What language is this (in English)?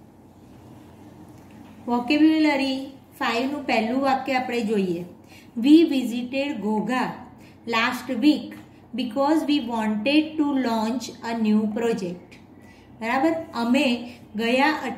Gujarati